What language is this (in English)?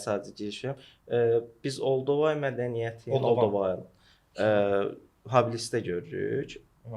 Azerbaijani